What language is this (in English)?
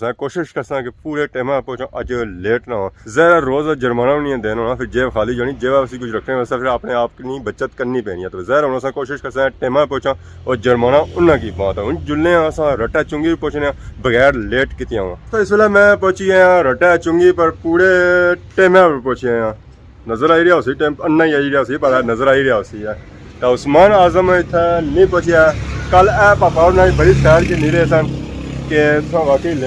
Pahari-Potwari